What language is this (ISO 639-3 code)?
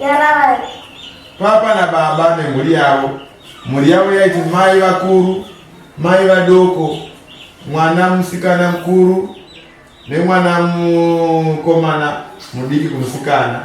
sna